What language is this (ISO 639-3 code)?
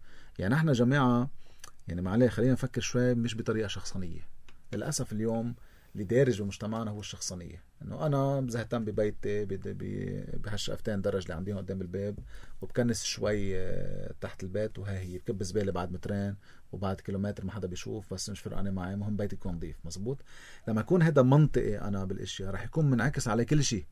apc